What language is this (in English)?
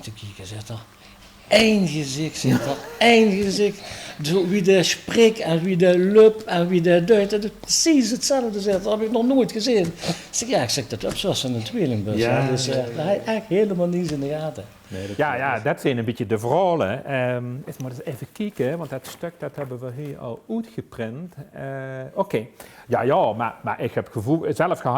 Limburgish